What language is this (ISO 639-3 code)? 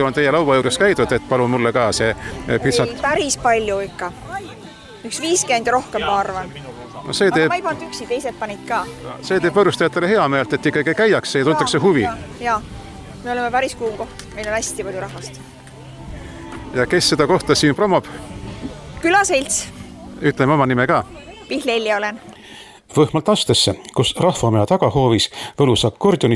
est